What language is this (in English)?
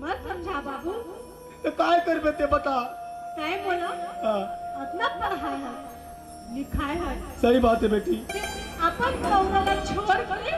Chhattisgarhi